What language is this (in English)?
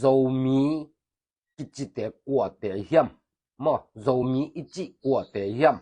Tedim Chin